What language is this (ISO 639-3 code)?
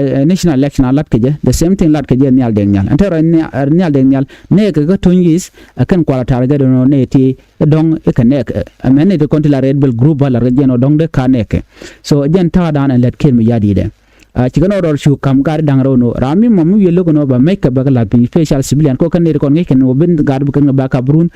nus